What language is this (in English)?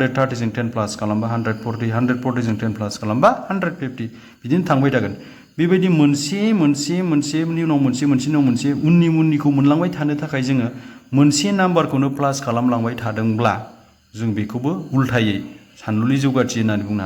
Bodo